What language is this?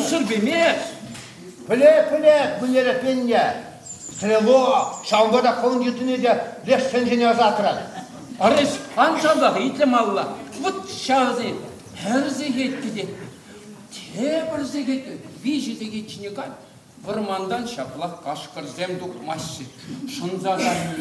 Chuvash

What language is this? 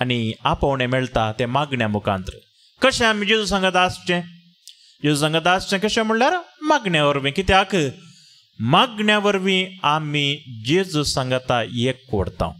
Konkani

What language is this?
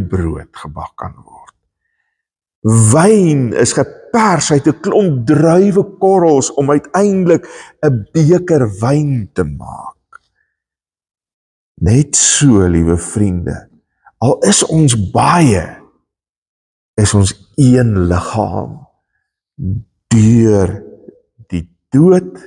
Afrikaans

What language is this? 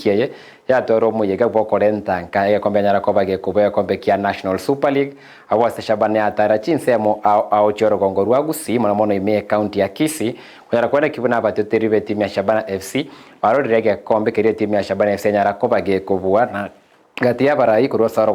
Gusii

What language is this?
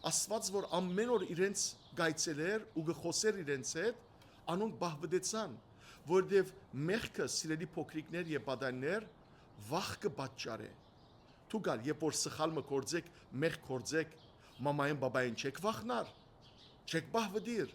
Western Armenian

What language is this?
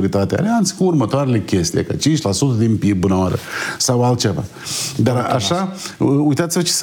Romanian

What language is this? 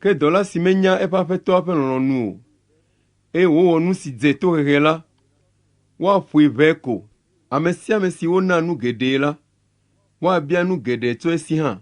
Ewe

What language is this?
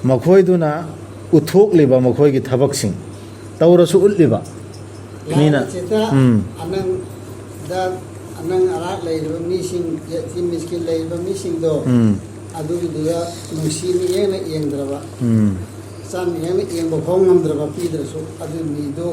Manipuri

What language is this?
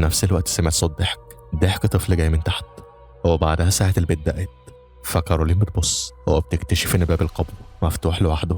Egyptian Arabic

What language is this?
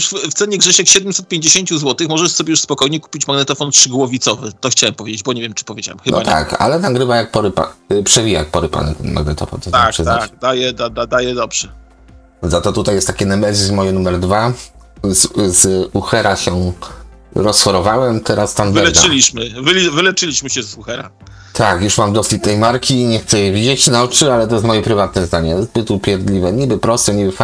Polish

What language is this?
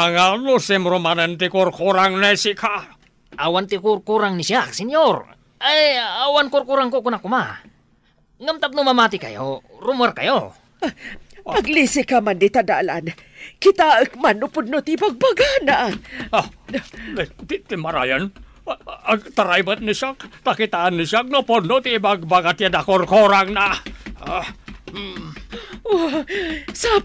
Iloko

